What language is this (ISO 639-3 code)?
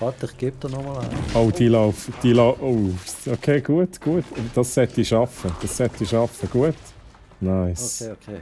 gsw